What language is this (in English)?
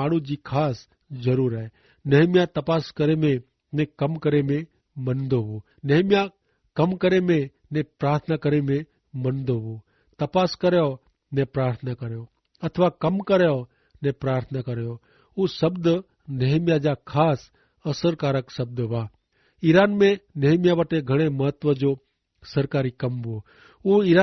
Kachhi